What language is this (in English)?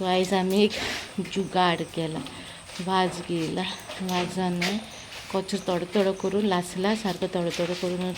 Konkani